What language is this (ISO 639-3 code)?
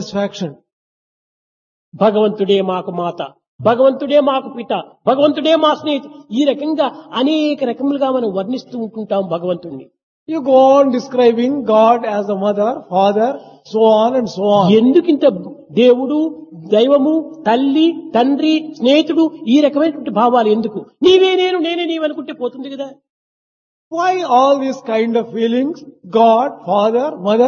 tel